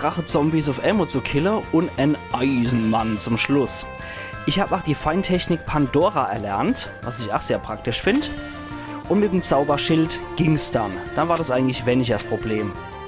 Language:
Palatine German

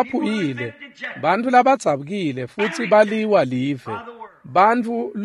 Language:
Swati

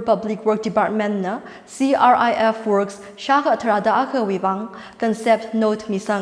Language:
Tangkhul Naga (India)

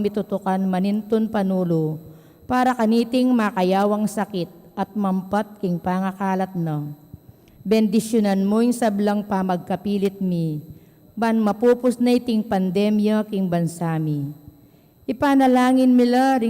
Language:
Pampanga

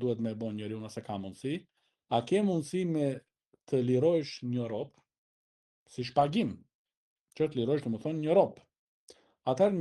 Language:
Albanian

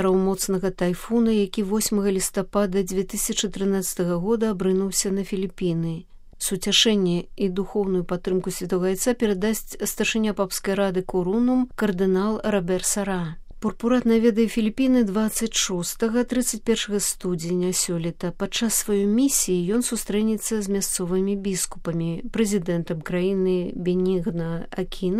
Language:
Belarusian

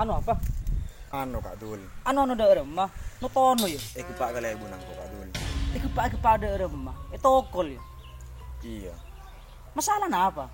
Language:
Madurese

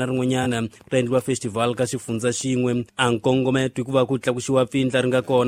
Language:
Tsonga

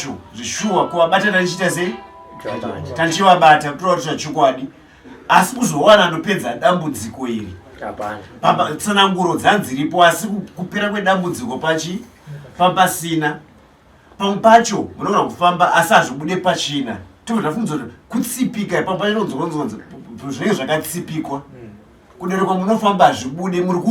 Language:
Shona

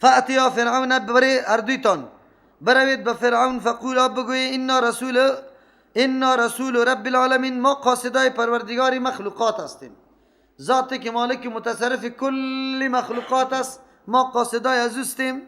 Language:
Persian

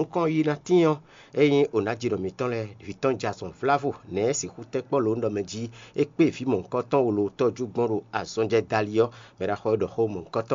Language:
Fon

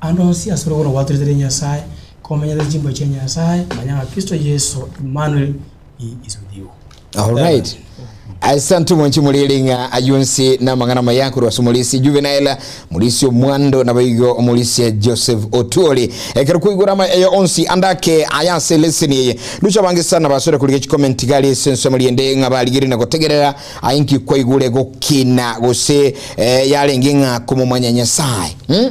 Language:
Gusii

